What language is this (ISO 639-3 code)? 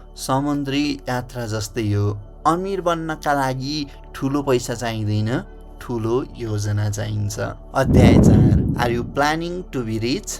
nep